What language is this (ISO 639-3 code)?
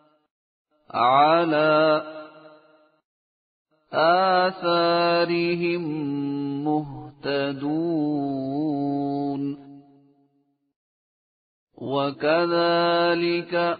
ara